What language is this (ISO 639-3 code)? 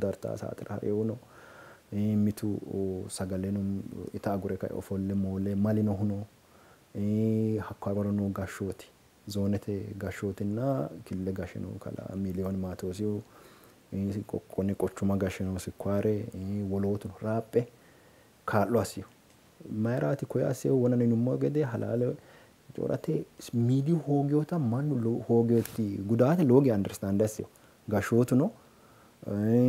sid